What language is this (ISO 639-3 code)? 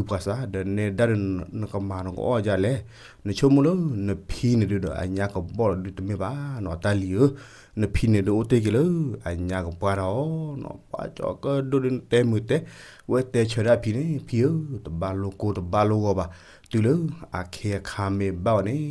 ksw